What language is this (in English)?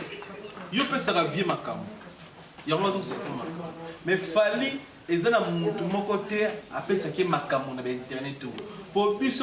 Lingala